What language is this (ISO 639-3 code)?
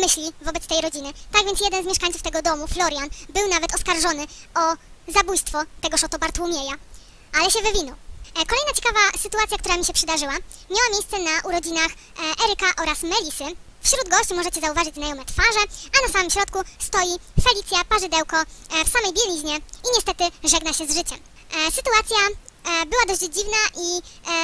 pol